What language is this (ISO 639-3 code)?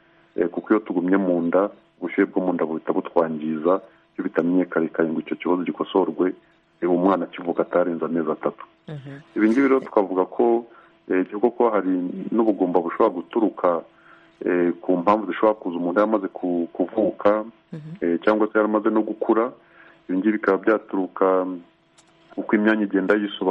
kin